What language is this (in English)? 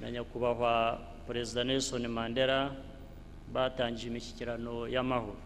Kinyarwanda